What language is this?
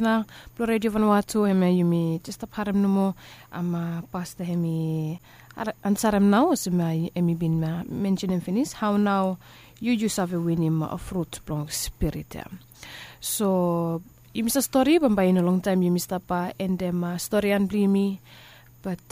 Bislama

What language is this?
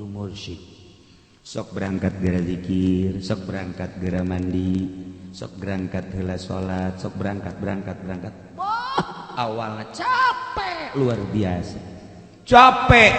Sundanese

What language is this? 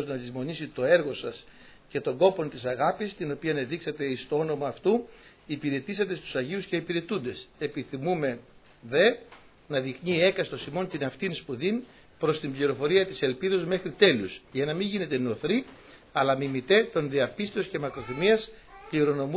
Greek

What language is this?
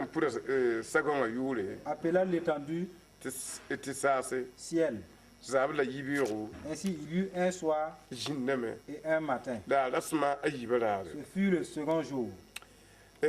Mossi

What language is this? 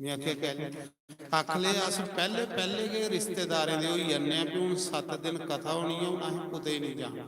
Dogri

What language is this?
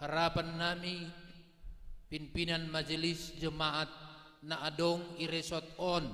Batak Simalungun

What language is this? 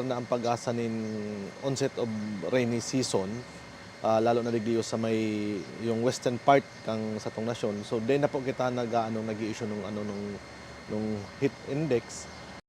Bikol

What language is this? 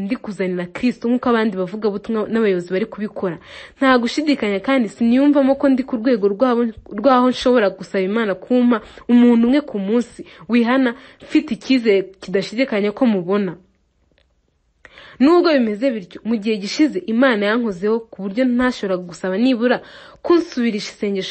Kinyarwanda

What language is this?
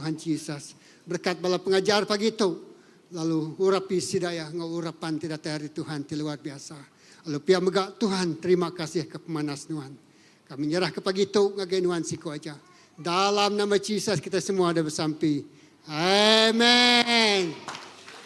Iban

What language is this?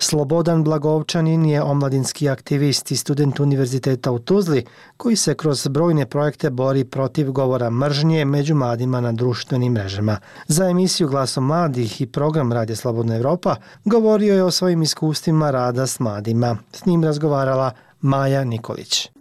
Bosnian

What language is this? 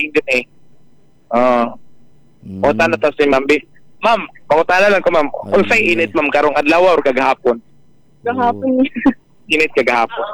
Cebuano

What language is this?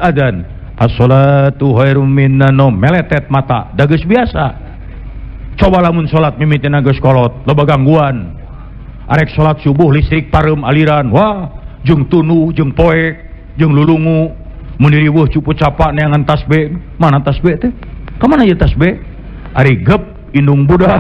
Sundanese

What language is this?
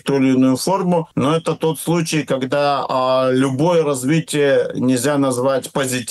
Russian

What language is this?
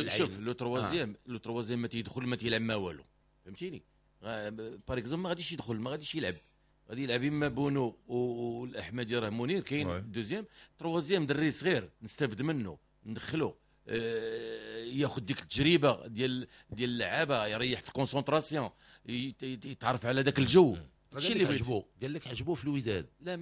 Moroccan Arabic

